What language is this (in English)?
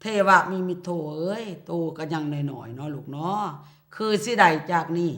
Lao